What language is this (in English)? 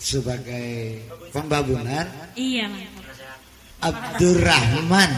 Banjar